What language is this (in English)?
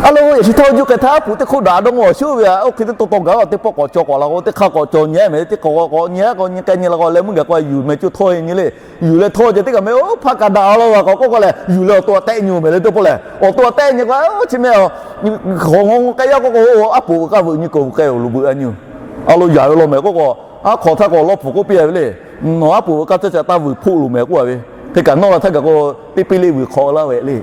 Lahu